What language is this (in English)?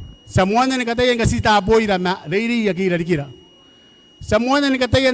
Gilbertese